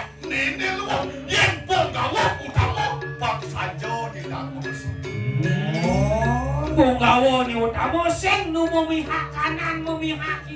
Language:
Balinese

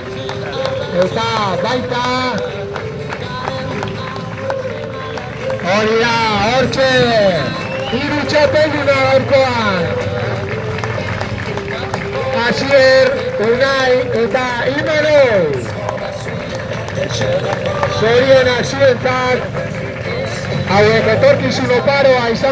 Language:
Basque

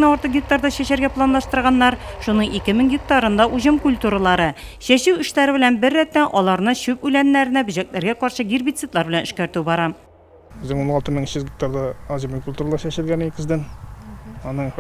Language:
Tatar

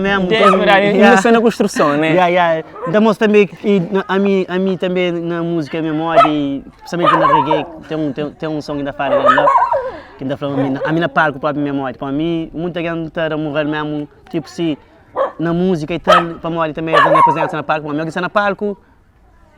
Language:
Kabuverdianu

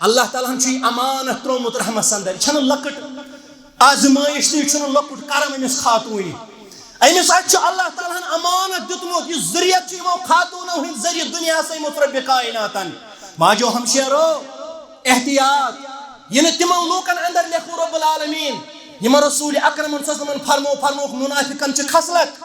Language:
Kashmiri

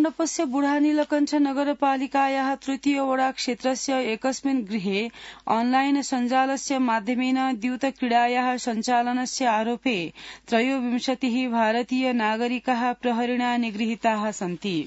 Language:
Sanskrit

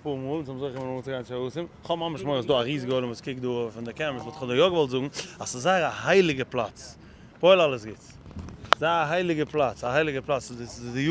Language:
Yiddish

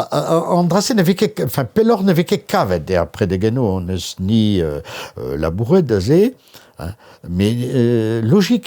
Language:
Breton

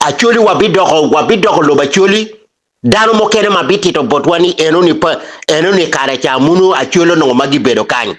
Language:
Acoli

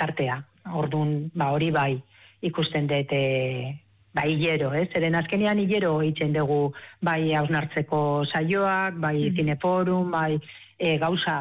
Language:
Basque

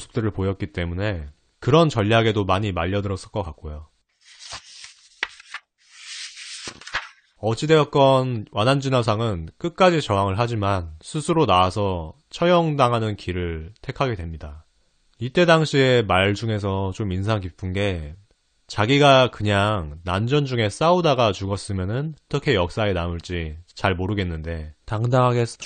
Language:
Korean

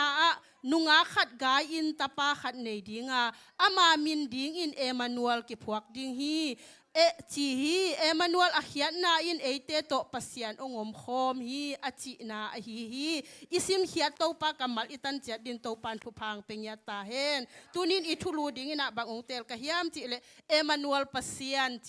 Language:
Tedim Chin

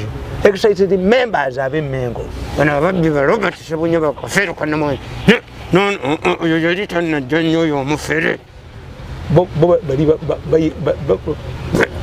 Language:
Ganda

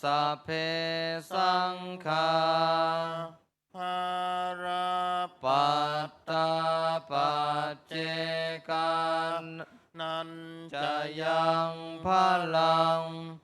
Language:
Pali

